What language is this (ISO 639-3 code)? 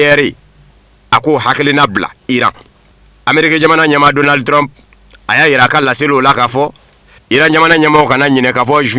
bam